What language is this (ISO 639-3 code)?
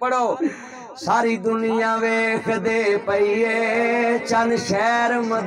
lah